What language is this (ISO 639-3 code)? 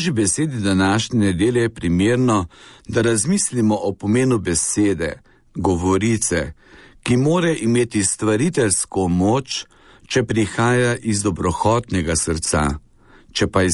slv